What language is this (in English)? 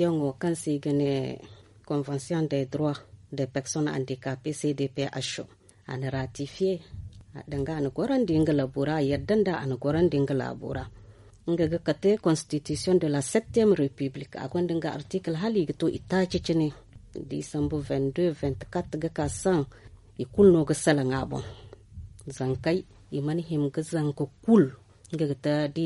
Zarma